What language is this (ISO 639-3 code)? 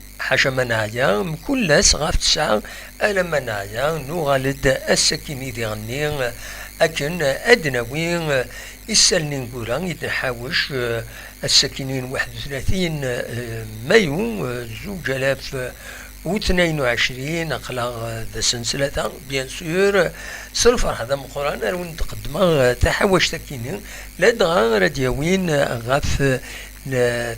kab